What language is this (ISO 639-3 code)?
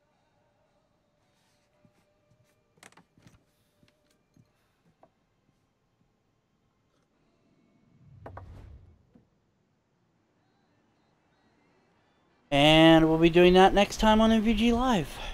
eng